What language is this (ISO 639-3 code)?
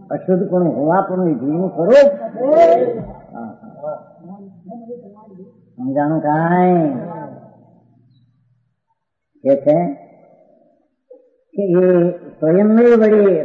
guj